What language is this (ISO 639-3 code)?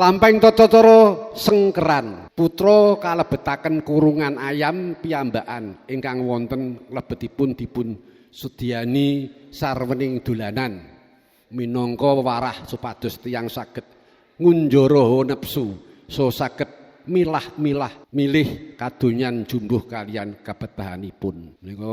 jav